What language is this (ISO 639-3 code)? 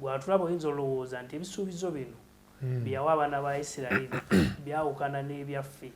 lug